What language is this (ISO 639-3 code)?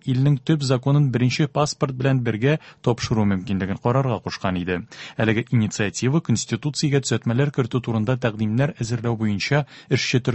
tat